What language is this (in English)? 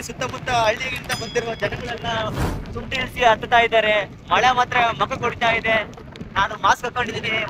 Kannada